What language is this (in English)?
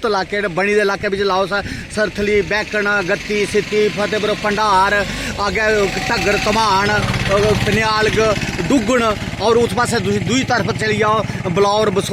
Dogri